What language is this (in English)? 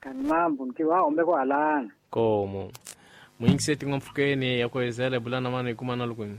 Tsonga